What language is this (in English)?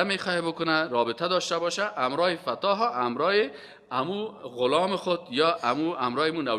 Persian